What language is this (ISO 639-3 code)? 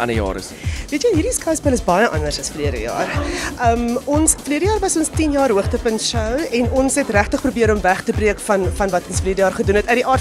afr